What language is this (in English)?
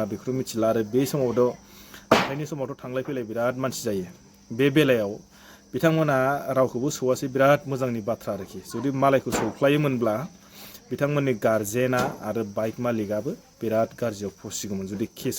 Bodo